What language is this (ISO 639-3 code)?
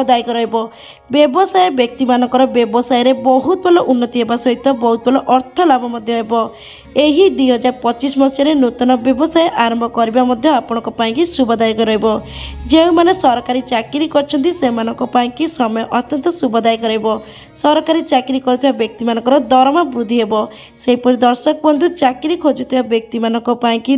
ori